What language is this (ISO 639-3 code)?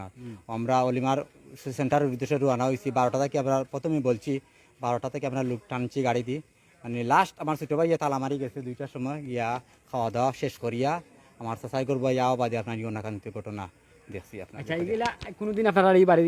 syl